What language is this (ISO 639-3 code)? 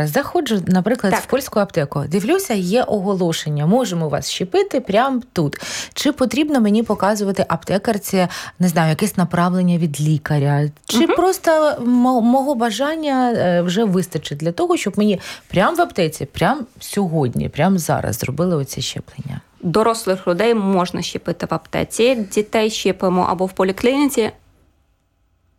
ukr